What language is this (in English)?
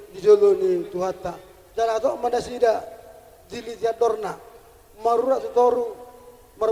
Batak Toba